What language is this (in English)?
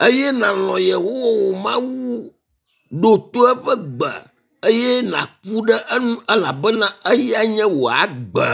Ewe